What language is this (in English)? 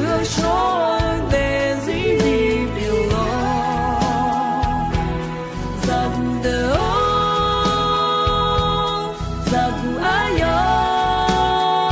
Akha